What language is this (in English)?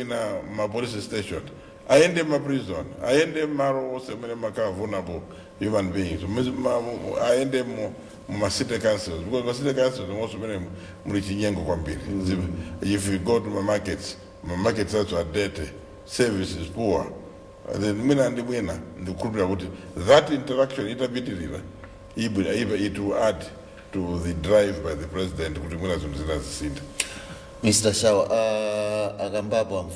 Nyanja